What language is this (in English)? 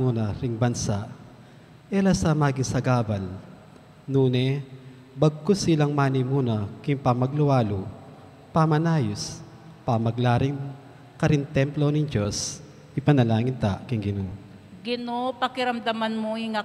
Pampanga